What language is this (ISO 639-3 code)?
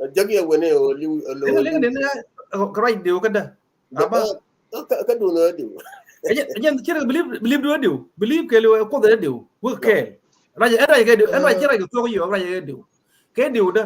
nus